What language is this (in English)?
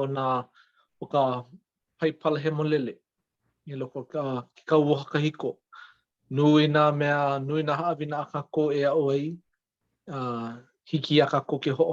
Hawaiian